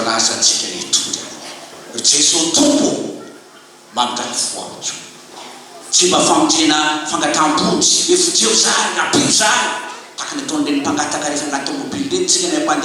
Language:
Malagasy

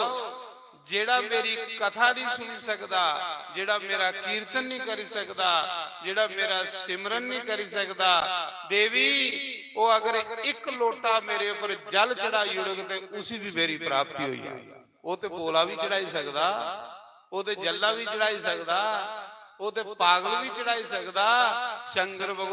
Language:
Dogri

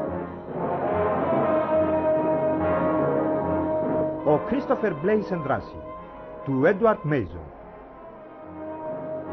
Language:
Greek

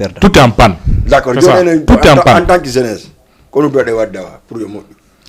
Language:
Fula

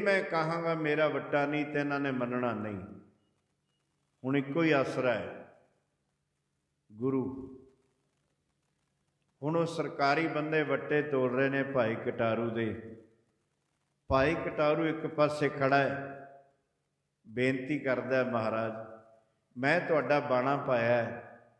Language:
Punjabi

